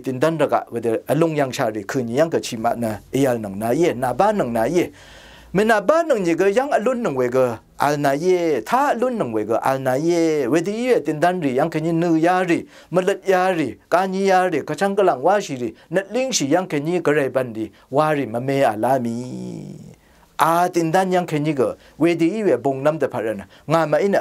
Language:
Rawang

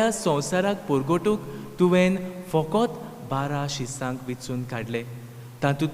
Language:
Konkani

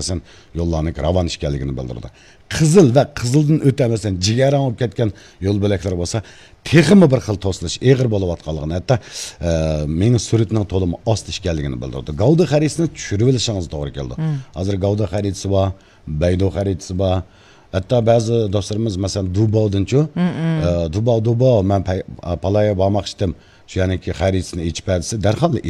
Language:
Uyghur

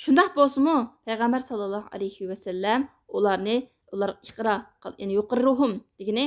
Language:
Uyghur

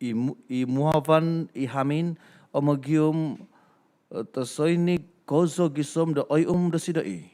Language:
Central Dusun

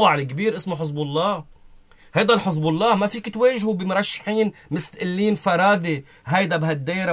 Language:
North Levantine Arabic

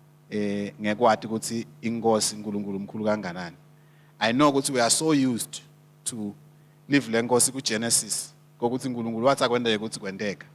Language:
Swati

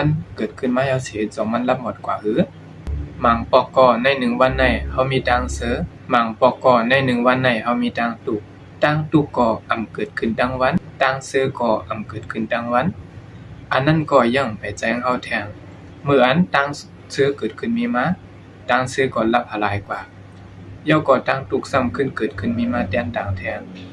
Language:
Shan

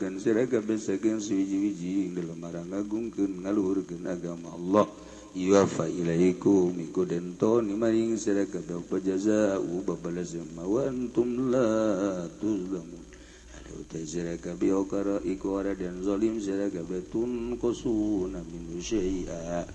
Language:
Sundanese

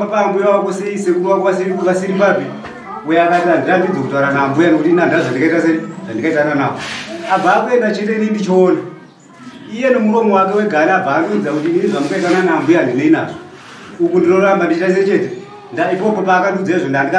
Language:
Shona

